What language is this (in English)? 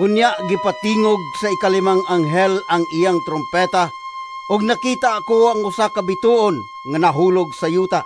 Cebuano